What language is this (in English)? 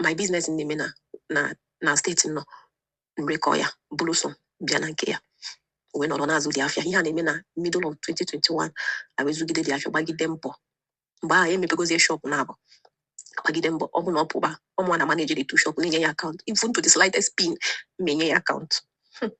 Igbo